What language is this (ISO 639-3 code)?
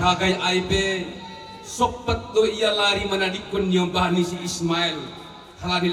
bts